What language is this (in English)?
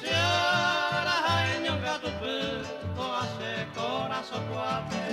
Guarani